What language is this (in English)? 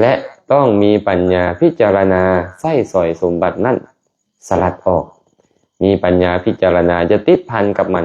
Lao